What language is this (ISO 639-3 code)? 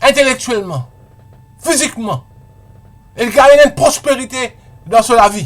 mfe